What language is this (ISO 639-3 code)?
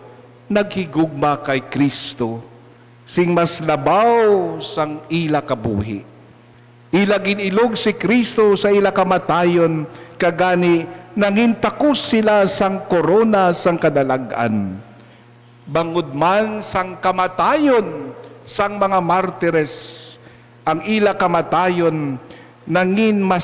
hil